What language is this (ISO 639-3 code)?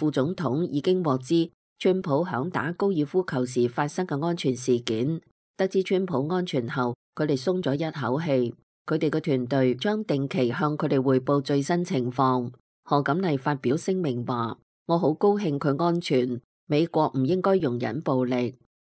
yue